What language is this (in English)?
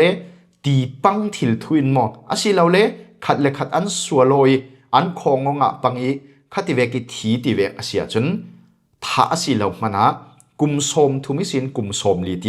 Falam Chin